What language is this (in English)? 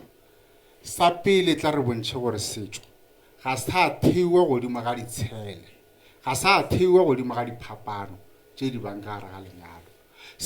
Northern Sotho